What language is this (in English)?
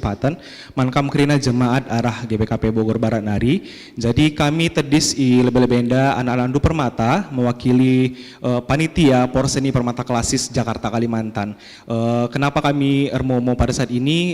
Batak Karo